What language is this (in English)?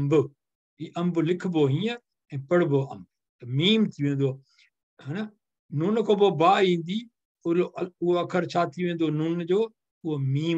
Sindhi